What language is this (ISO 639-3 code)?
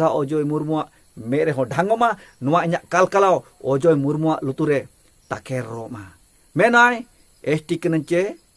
sat